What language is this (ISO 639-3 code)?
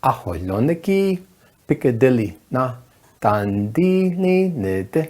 nav